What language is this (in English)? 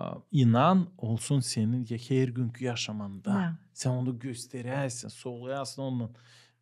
Gagauz